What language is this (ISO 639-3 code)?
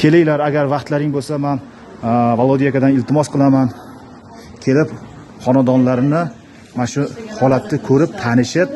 uzb